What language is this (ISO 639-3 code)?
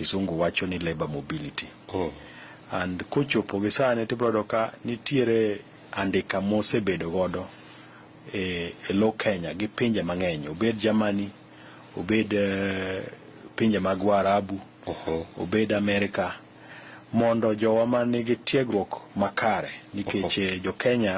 luo